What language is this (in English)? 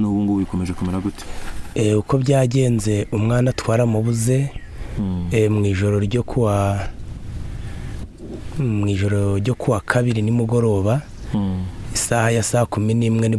Kinyarwanda